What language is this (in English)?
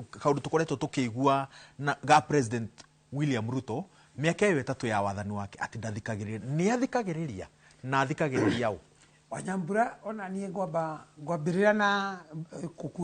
Kikuyu